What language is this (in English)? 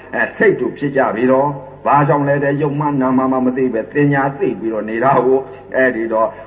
Burmese